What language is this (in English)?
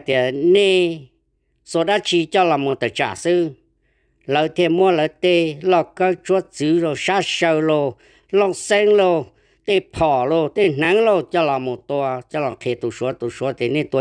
Hmong